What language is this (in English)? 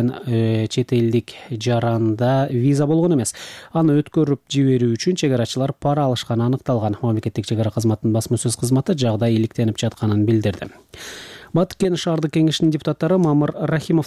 Kyrgyz